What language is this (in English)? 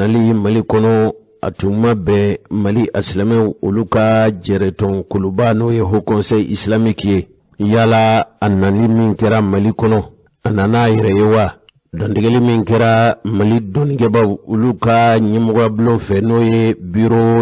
Bambara